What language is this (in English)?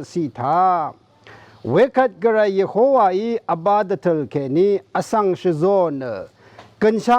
Rawang